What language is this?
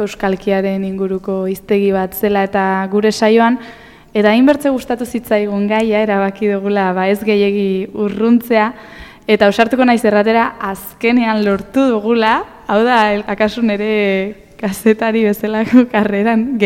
Basque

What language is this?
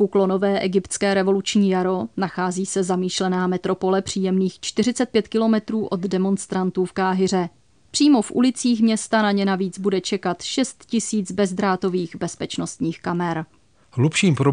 Czech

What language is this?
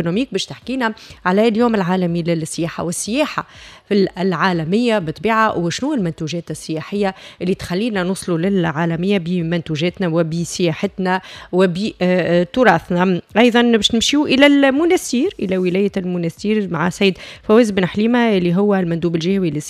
Tunisian Arabic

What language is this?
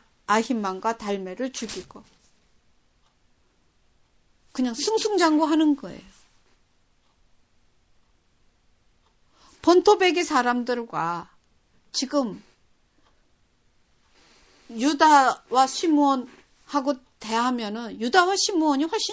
Korean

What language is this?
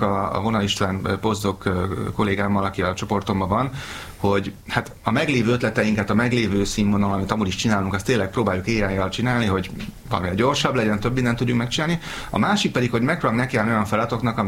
Hungarian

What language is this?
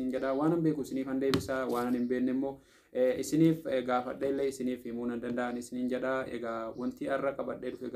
Oromo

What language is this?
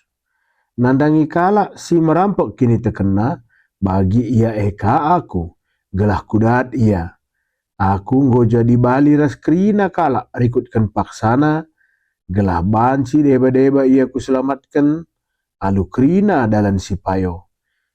Batak Karo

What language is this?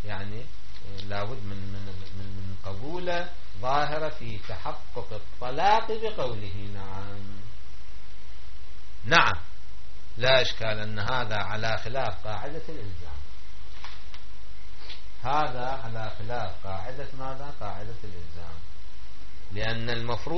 Arabic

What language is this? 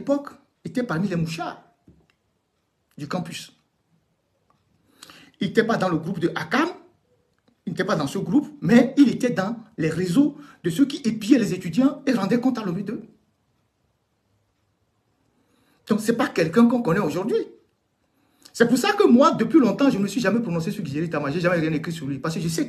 French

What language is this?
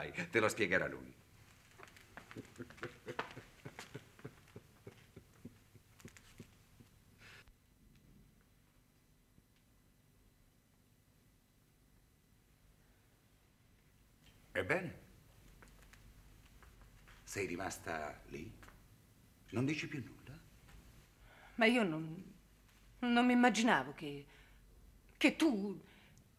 Italian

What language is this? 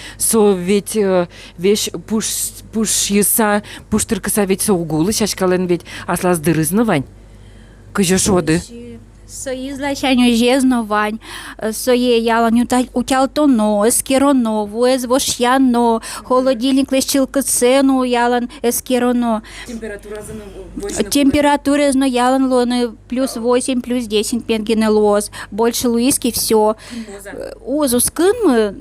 Udmurt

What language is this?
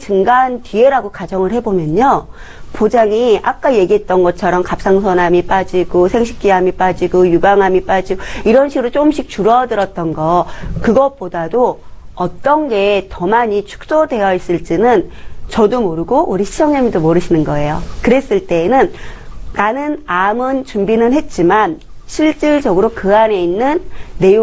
Korean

